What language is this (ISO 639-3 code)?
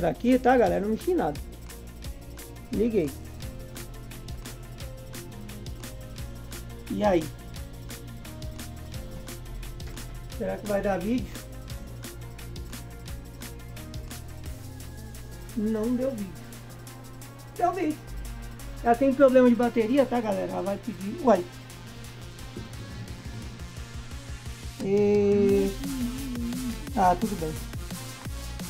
por